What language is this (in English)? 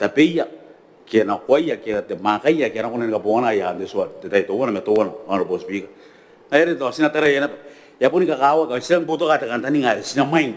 Gilbertese